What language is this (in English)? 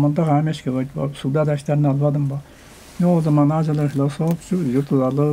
Tuvinian